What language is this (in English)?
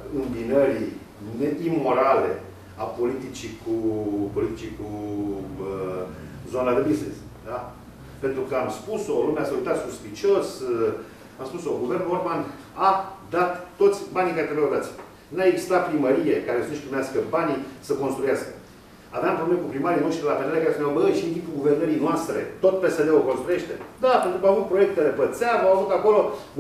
Romanian